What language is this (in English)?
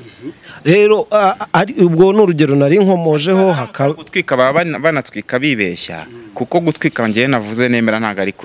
Kinyarwanda